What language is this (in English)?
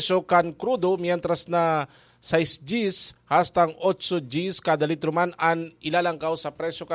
Bikol